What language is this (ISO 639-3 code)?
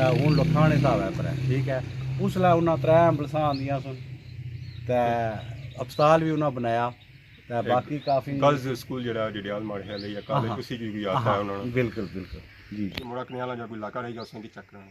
phr